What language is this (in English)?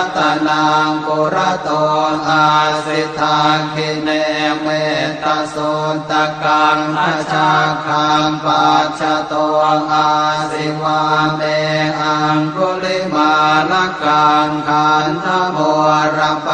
Pali